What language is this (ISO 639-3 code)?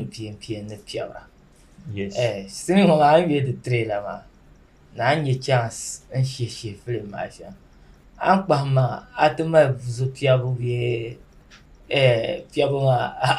dag